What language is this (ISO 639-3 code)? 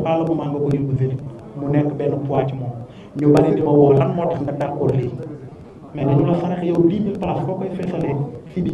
wol